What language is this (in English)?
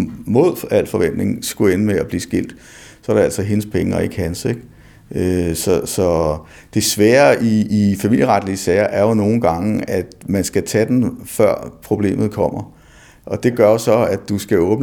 Danish